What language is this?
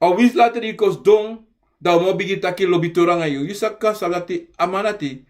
Sranan Tongo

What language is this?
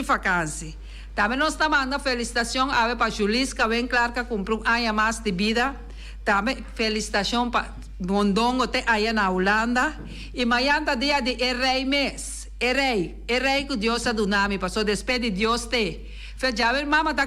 Papiamento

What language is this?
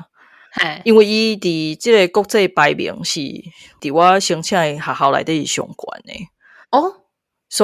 Min Nan Chinese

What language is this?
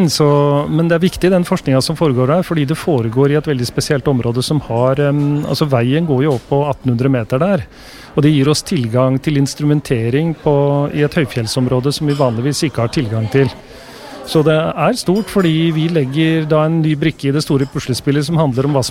Norwegian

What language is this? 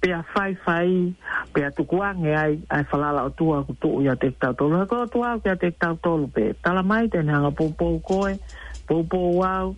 Tongan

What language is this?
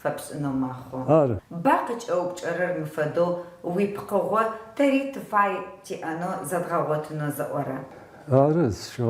Adyghe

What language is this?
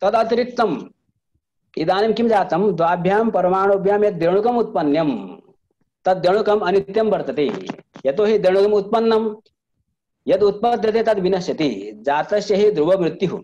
Sanskrit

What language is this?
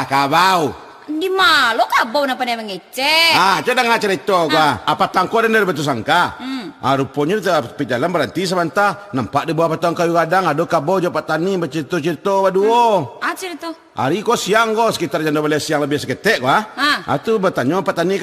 Minangkabau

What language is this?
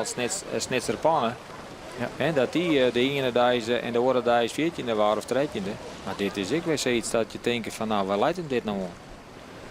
Western Frisian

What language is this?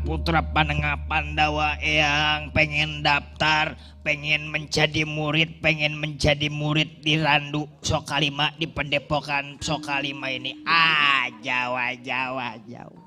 Betawi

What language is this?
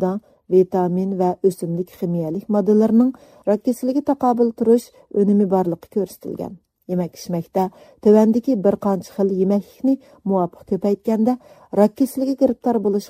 Uyghur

